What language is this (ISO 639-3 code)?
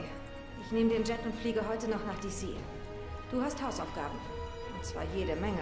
gsw